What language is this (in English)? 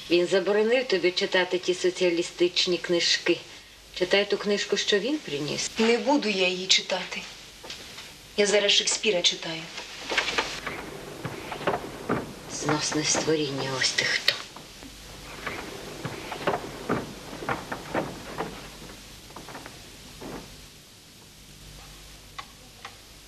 Ukrainian